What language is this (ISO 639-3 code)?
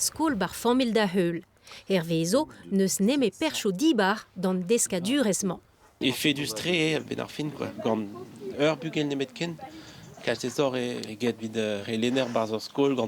bre